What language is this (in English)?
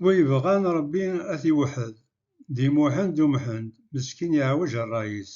Kabyle